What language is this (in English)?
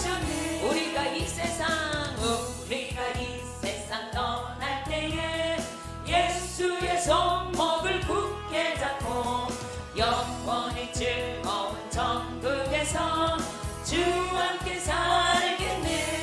Korean